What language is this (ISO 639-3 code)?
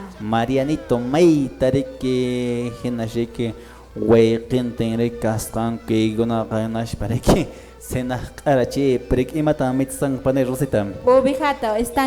que